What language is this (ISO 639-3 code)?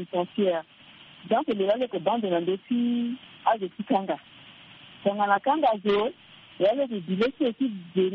sag